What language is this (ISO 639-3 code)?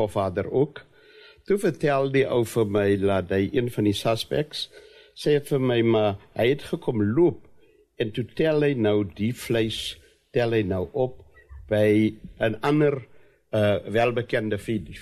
afr